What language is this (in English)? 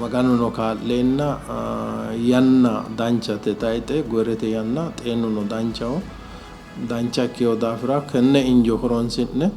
Sidamo